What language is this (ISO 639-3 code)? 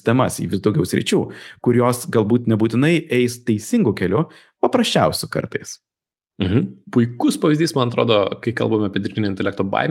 lit